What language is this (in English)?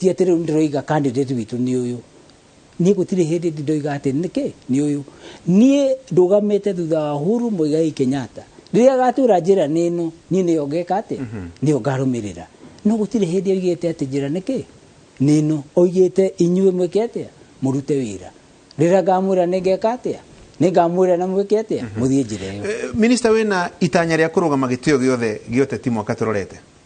Kikuyu